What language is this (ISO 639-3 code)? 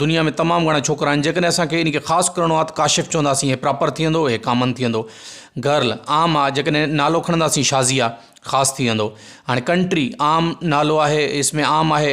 snd